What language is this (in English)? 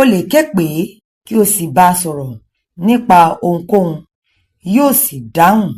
Yoruba